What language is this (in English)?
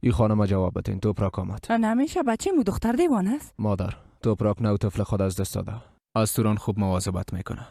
Persian